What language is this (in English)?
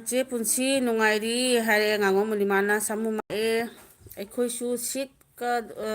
Manipuri